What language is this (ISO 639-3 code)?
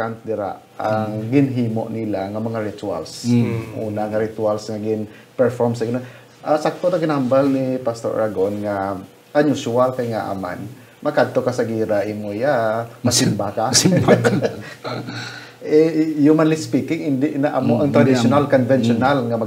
hil